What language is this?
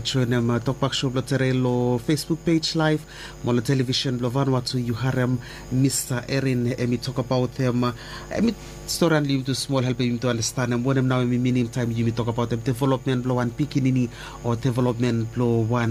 Bislama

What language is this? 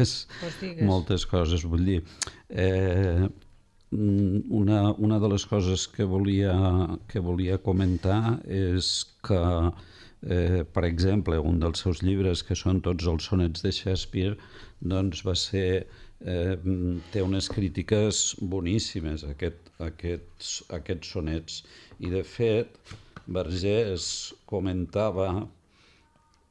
Catalan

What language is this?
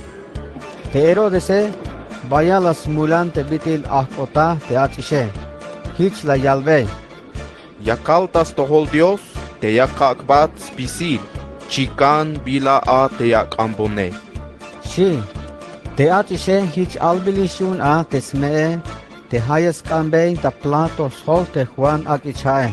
Tzeltal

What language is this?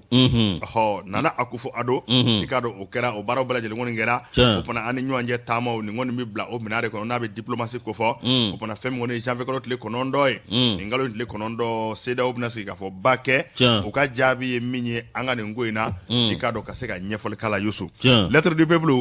Bambara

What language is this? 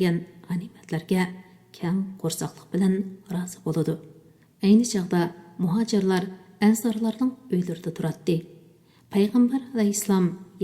Uyghur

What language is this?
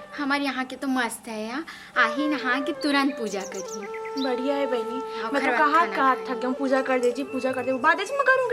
Chhattisgarhi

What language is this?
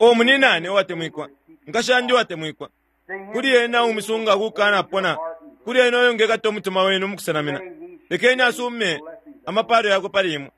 Bemba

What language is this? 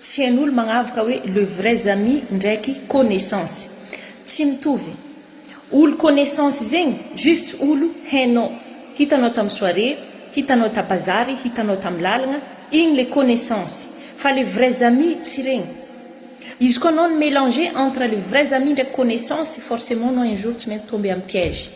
Malagasy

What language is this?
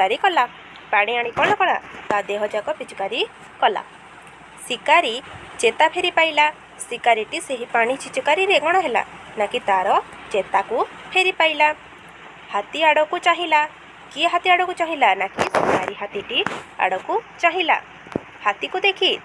Odia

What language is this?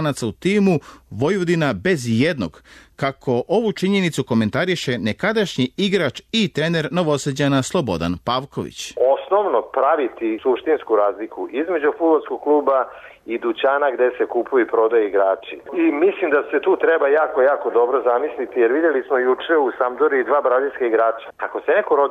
Serbian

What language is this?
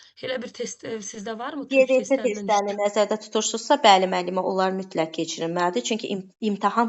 Azerbaijani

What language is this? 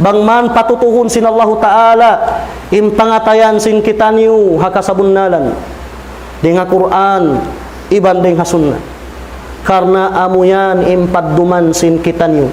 Tausug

